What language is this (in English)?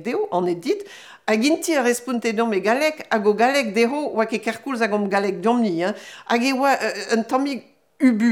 Breton